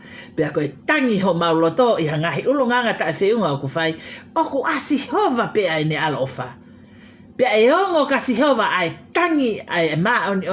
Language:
Tongan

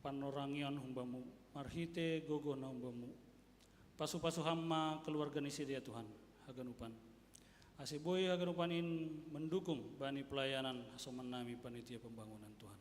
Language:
Batak Simalungun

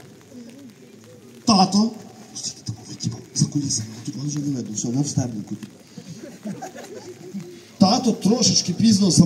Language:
Ukrainian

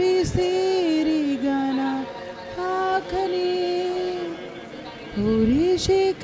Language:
Tem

